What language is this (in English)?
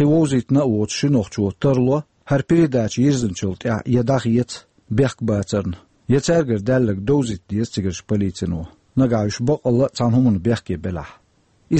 Chechen